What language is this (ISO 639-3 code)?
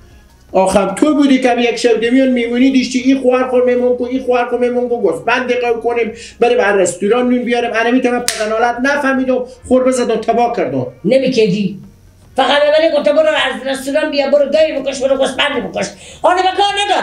fas